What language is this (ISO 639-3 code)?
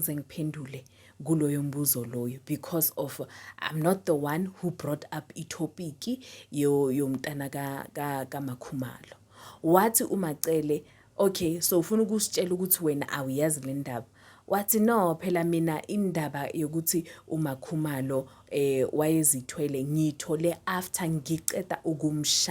zul